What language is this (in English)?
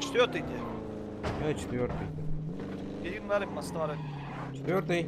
Yakut